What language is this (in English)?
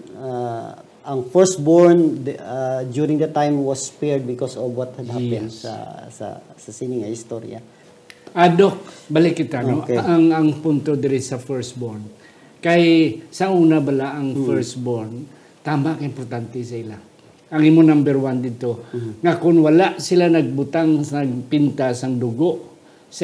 Hiligaynon